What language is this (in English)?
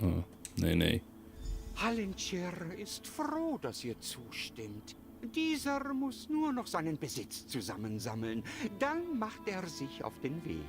Swiss German